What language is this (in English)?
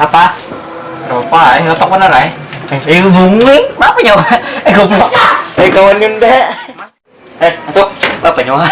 Banjar